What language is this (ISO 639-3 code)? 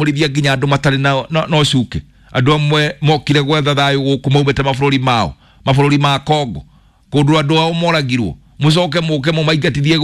kik